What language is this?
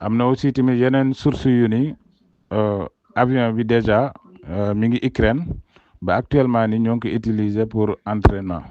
Wolof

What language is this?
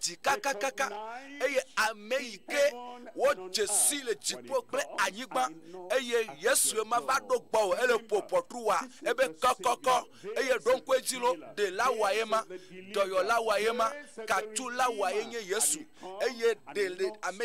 Ewe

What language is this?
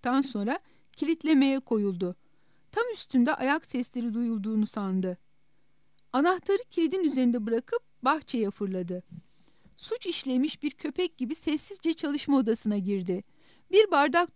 Turkish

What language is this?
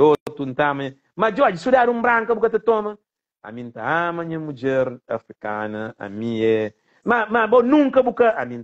Kabuverdianu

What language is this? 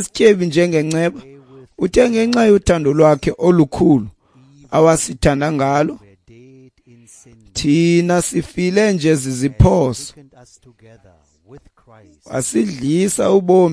Xhosa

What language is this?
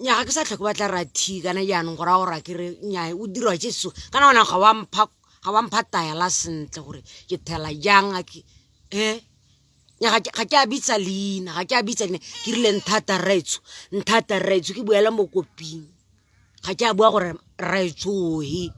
Tswana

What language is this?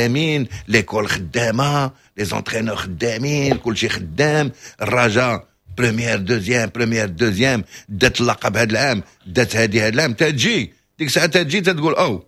Moroccan Arabic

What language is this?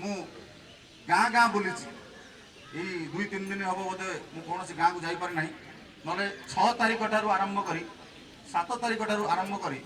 Odia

